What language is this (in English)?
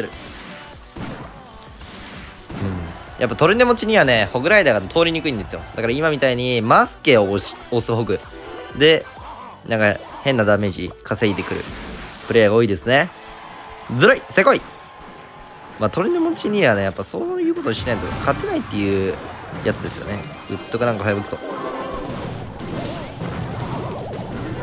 Japanese